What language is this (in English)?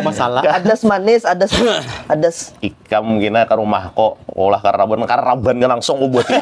Banjar